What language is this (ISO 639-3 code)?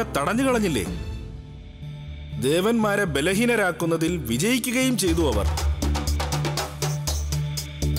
mal